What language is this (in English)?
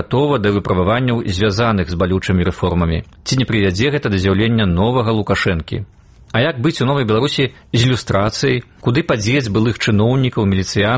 Belarusian